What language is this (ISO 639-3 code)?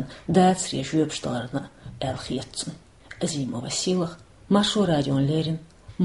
che